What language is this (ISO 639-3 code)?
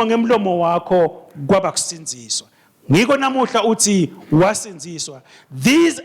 ssw